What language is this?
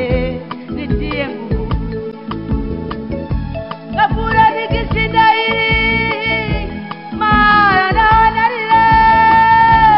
Swahili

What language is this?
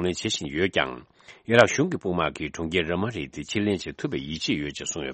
Tibetan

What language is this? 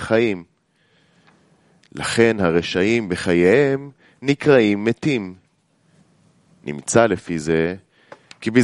Hebrew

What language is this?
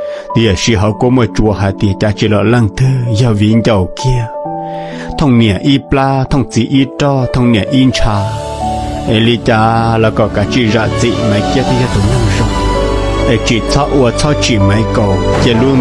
Hmong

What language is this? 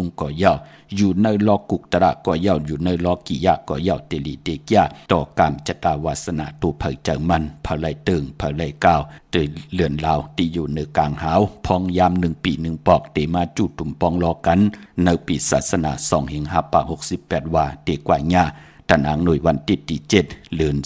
Shan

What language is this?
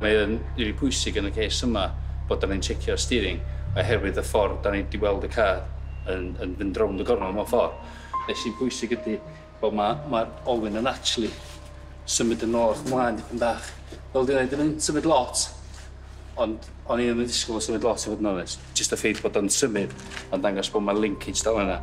Welsh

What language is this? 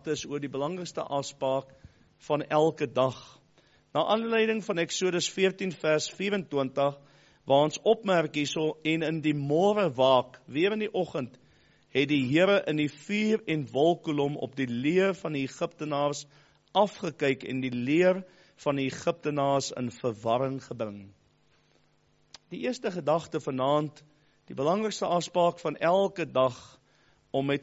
Afrikaans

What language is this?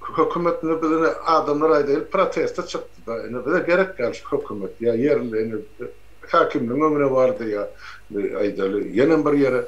Turkmen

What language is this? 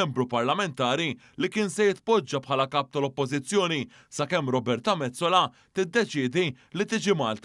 Maltese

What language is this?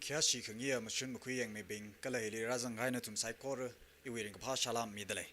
Tangkhul Naga (India)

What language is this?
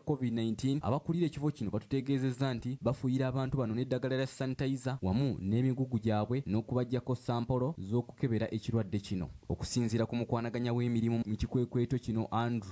Ganda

